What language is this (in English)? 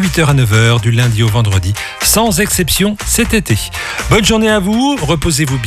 French